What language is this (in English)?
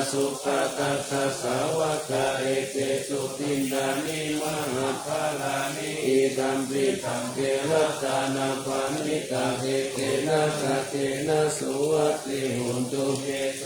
Pali